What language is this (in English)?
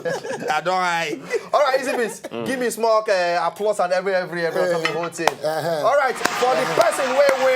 Nigerian Pidgin